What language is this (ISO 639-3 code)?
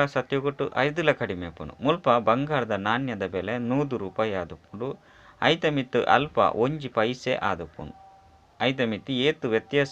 tcy